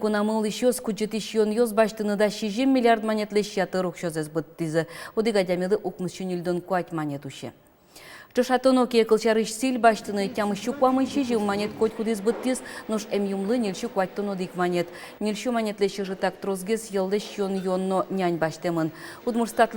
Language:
Udmurt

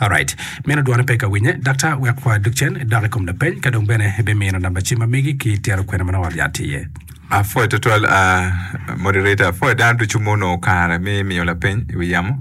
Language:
Acoli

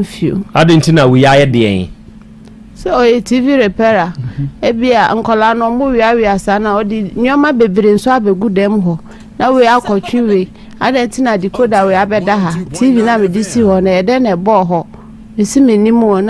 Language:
Akan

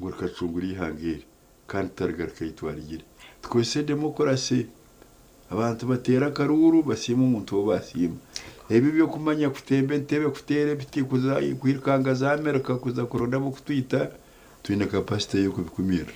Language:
Nyankole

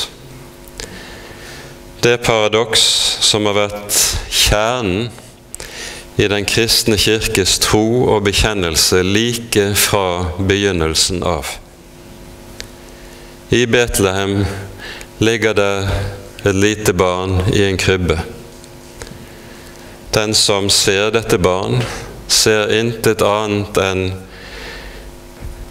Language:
Norwegian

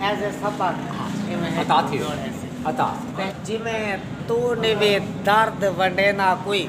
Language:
Saraiki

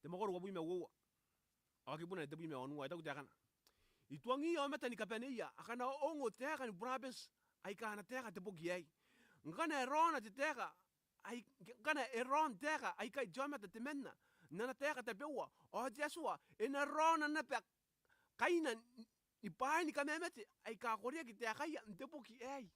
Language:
Gilbertese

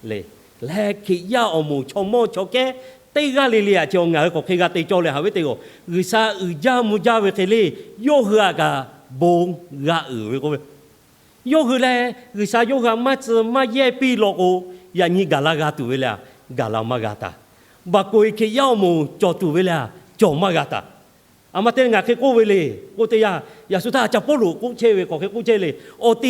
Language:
Lahu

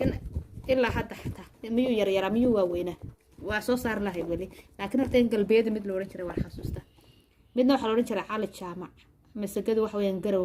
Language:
Somali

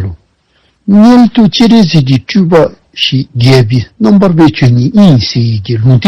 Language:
Dzongkha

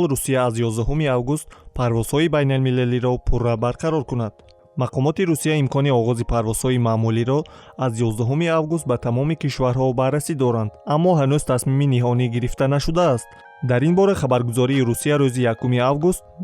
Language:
Tajik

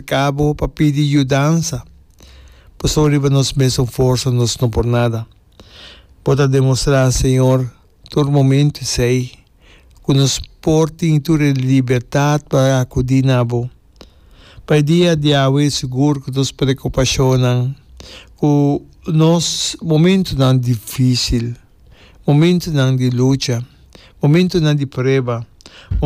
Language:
Papiamento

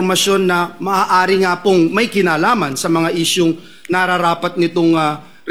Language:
Filipino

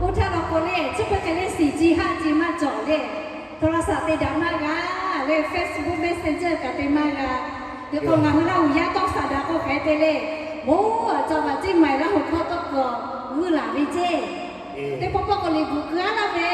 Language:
Lahu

